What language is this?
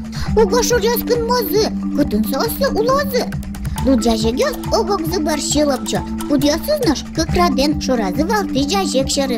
Udmurt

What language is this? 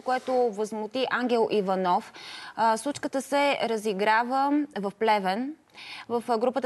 Bulgarian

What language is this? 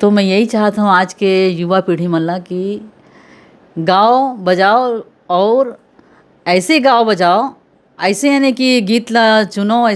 Chhattisgarhi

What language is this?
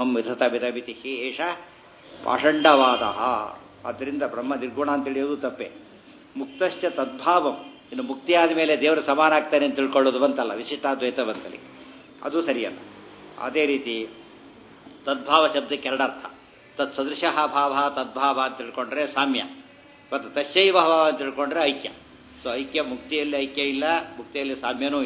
Kannada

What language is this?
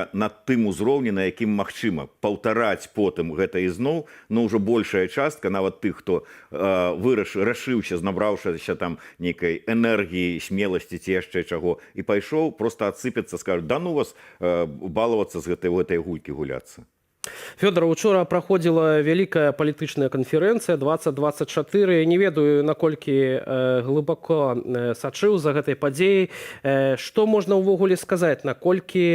Belarusian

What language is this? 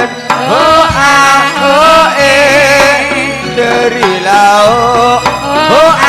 Madurese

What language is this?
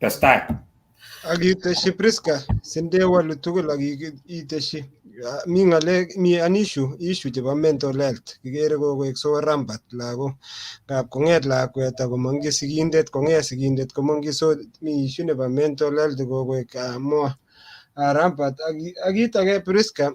Kalenjin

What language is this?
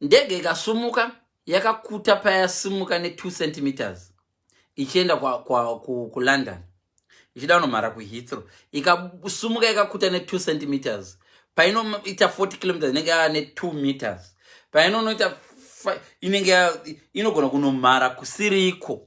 Shona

